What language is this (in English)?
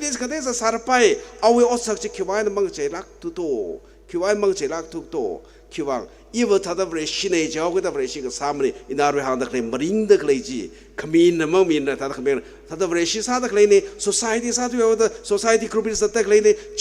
Tangkhul Naga (India)